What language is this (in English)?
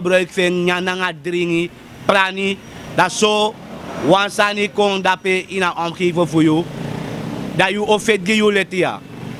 Sranan Tongo